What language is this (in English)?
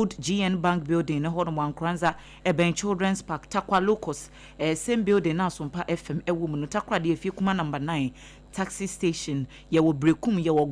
Akan